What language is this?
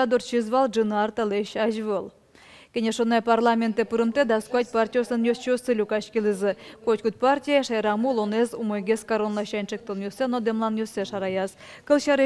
Udmurt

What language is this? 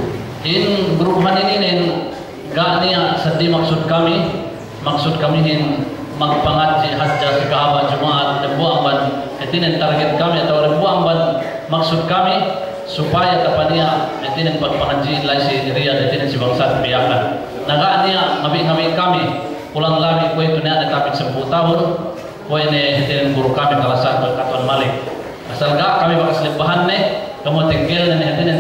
Yakan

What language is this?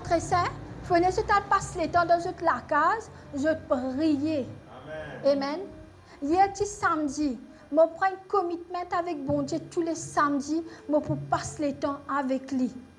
Morisyen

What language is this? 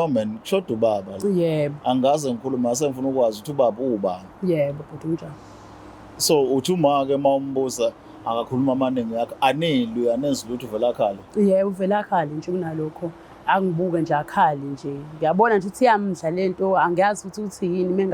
Zulu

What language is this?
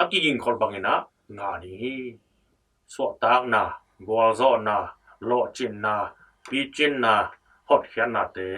Tedim Chin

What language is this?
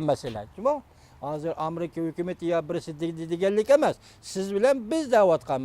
Uyghur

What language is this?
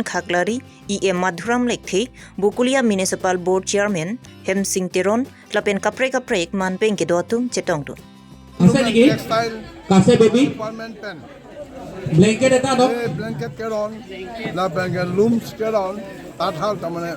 Karbi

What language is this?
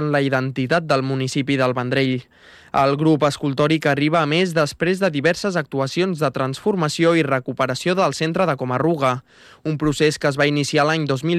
Catalan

